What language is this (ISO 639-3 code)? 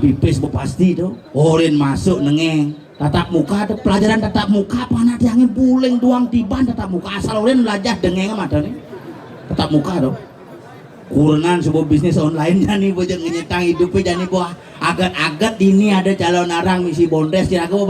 ban